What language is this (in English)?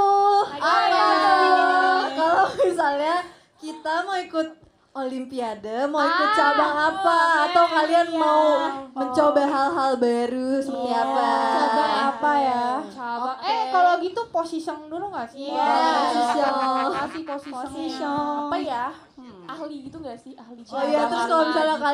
Indonesian